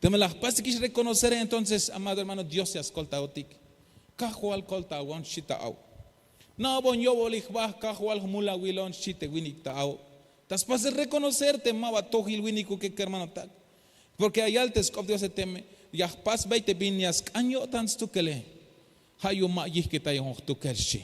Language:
Tzeltal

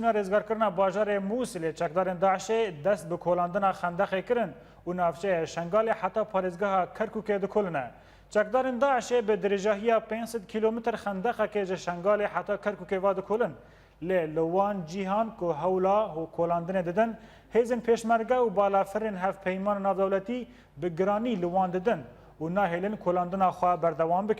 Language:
Kurdish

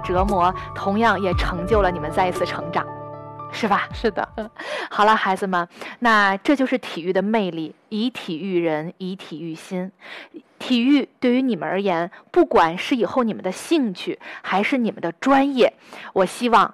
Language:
Chinese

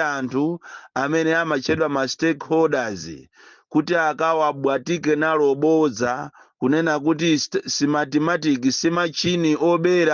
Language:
Nyanja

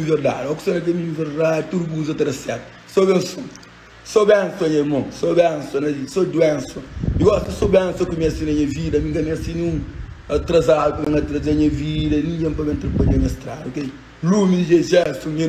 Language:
Kabuverdianu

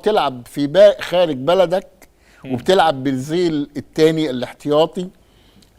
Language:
Egyptian Arabic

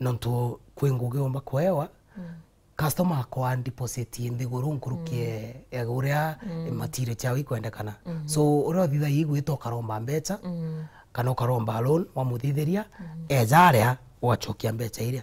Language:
Meru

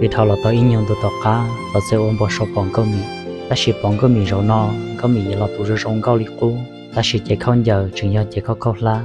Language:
Hmong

